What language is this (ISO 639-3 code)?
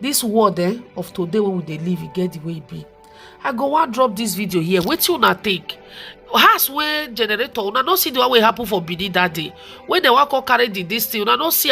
pcm